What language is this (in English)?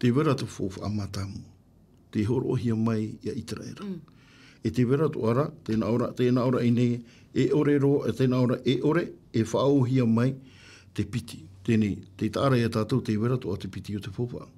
Tahitian